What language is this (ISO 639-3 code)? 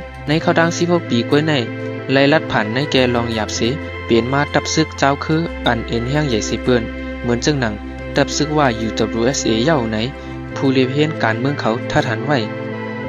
shn